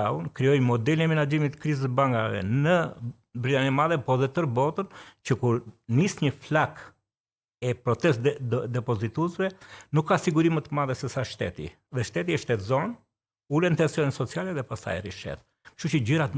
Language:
Albanian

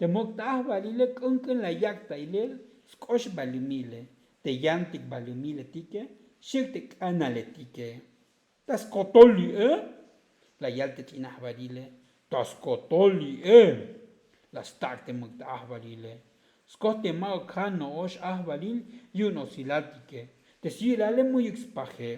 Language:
Tzotzil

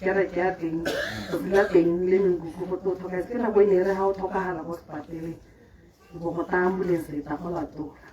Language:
Tswana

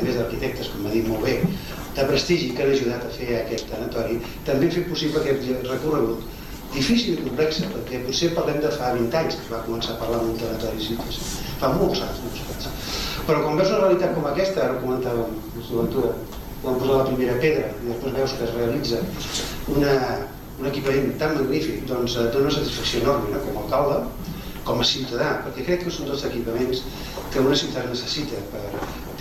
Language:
Catalan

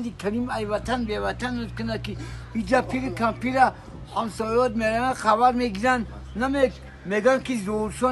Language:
Tajik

